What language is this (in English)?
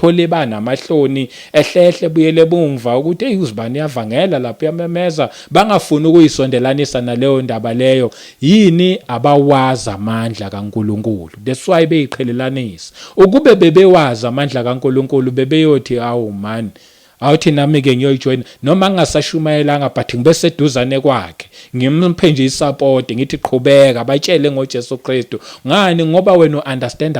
Zulu